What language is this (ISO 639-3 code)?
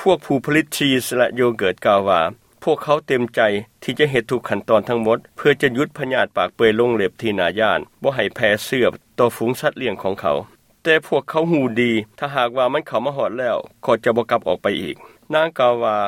lao